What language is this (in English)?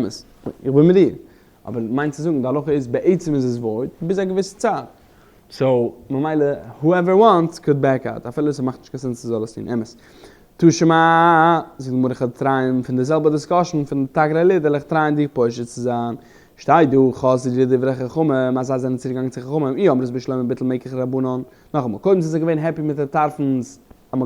Yiddish